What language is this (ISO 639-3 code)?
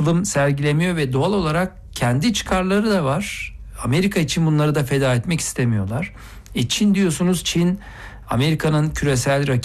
tur